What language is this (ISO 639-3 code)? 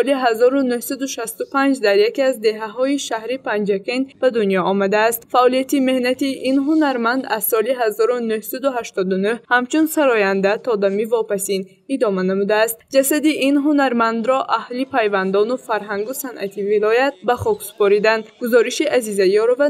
tgk